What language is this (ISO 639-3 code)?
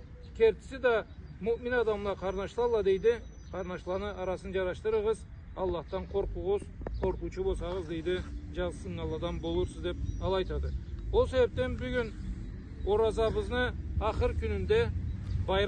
krc